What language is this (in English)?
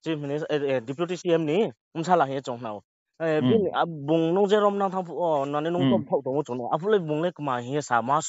Riang (India)